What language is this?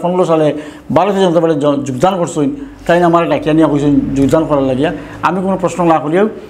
Sylheti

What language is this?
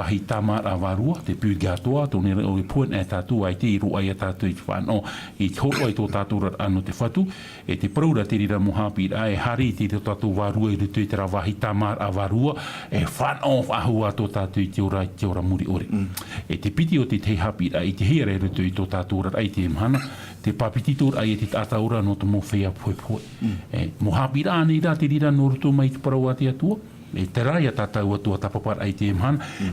Tahitian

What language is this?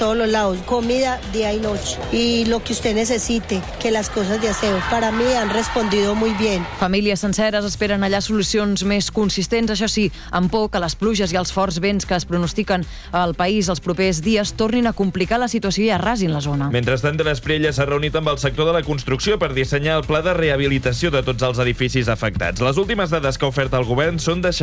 Catalan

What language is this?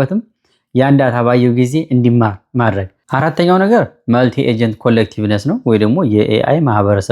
Amharic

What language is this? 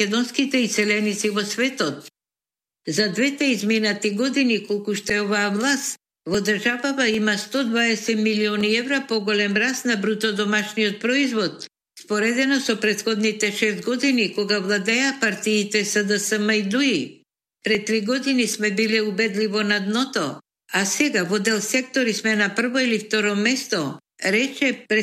Macedonian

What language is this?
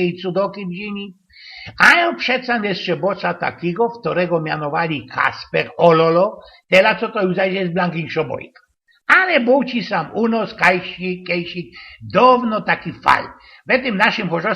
Silesian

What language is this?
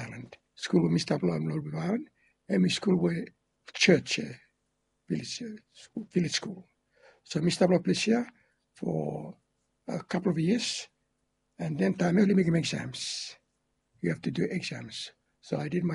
Bislama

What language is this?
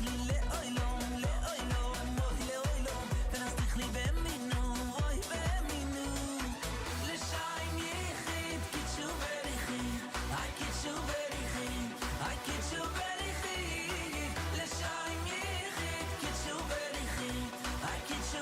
Yiddish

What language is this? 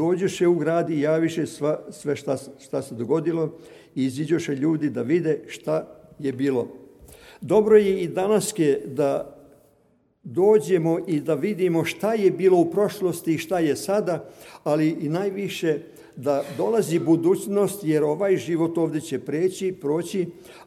Serbian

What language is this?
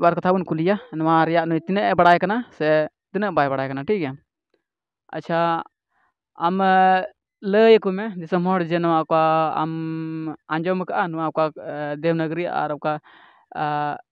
Santali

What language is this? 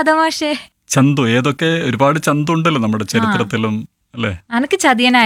Malayalam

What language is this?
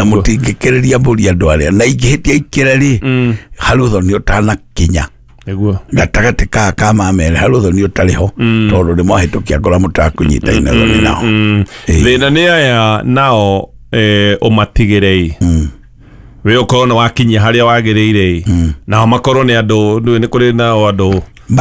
Kikuyu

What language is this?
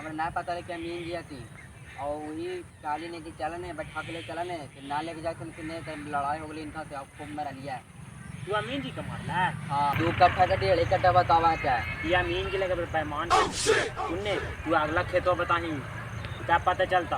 Magahi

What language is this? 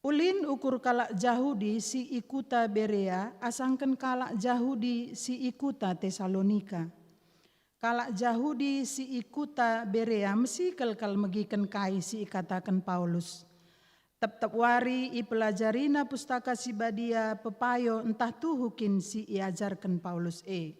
Batak Karo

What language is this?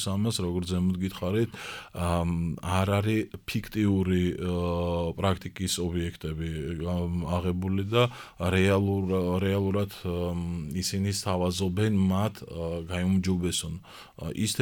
Georgian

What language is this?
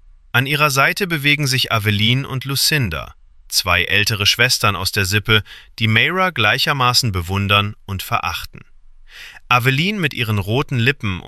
German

